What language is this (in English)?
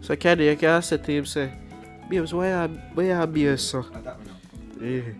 Jamaican Creole English